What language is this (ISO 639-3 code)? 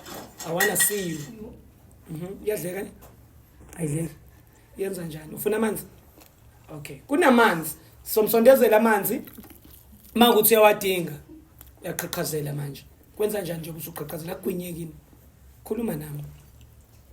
zul